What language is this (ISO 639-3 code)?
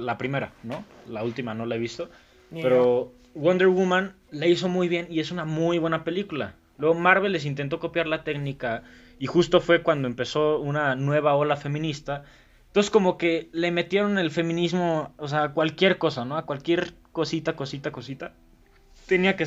spa